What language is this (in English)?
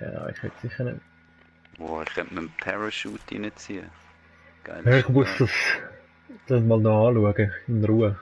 Swiss German